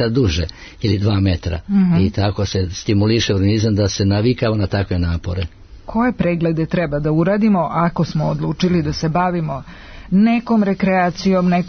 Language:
Serbian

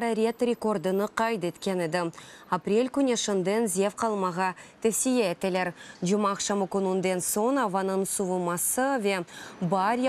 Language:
Crimean Tatar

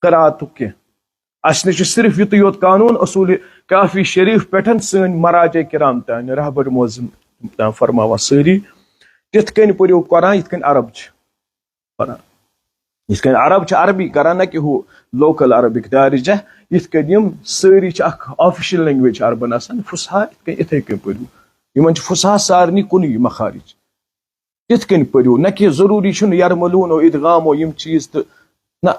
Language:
Kashmiri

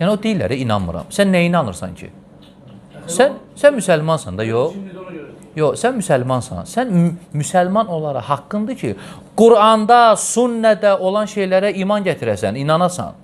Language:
Azerbaijani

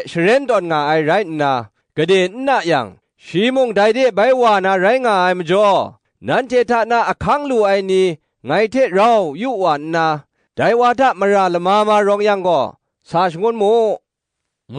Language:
Kachin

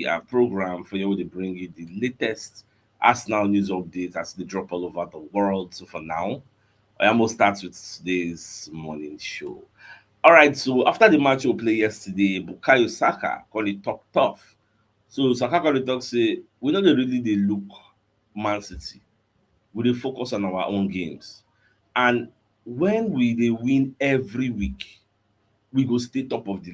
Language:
Nigerian Pidgin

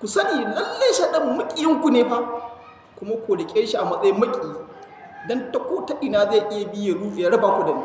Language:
Hausa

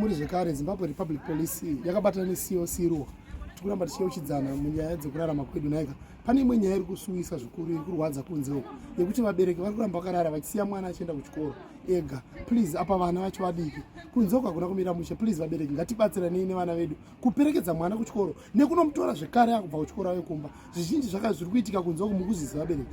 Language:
Shona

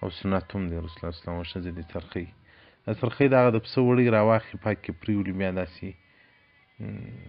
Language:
Pashto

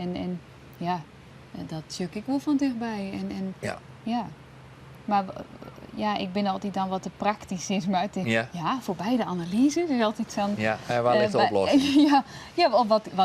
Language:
Western Frisian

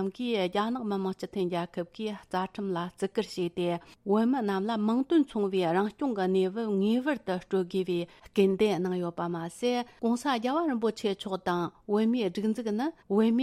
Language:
Tibetan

